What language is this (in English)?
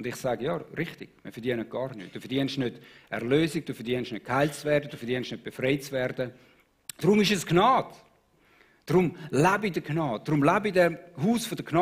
Swiss German